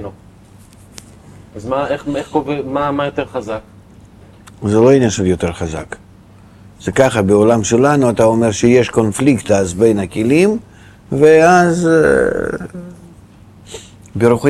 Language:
Hebrew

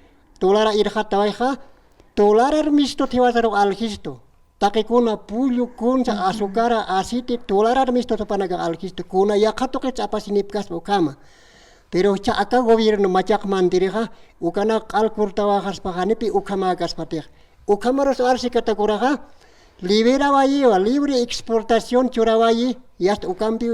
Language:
Aymara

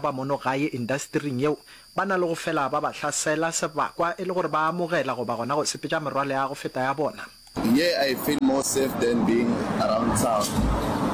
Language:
Northern Sotho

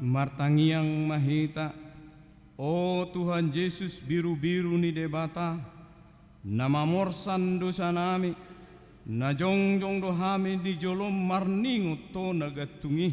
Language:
Batak Toba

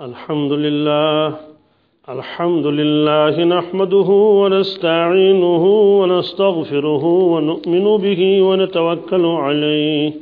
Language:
Kashmiri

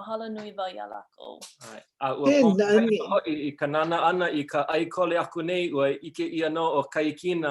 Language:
Hawaiian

